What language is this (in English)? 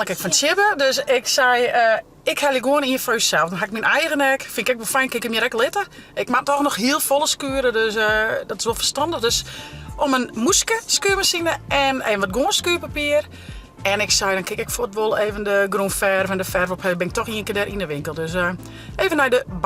Western Frisian